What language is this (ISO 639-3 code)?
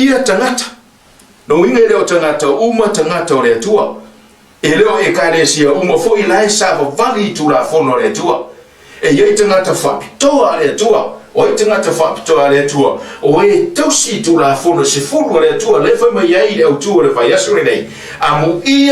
smo